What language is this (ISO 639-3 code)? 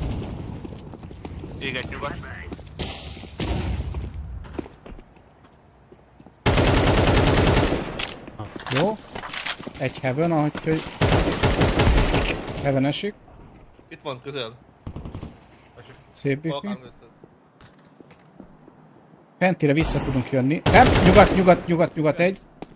hun